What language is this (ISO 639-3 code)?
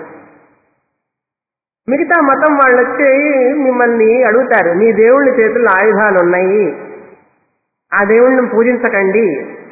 tel